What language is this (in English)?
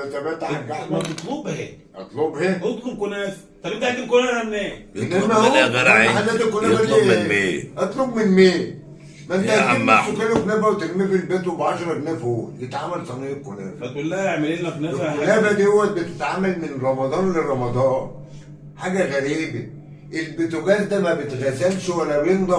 Egyptian Arabic